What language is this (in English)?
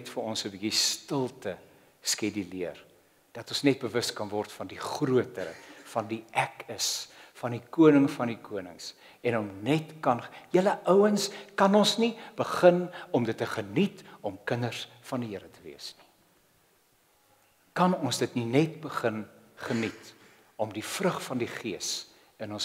Afrikaans